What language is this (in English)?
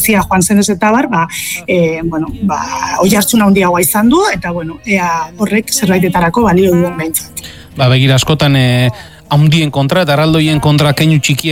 Basque